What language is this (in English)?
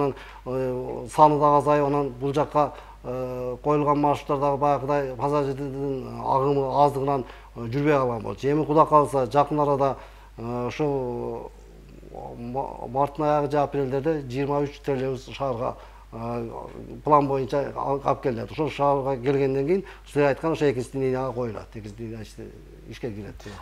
Kyrgyz